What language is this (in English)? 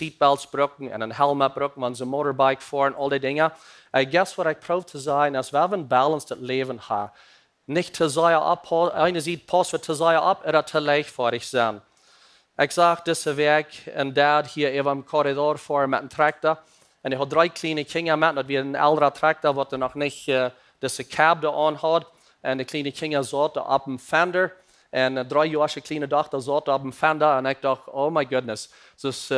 Plautdietsch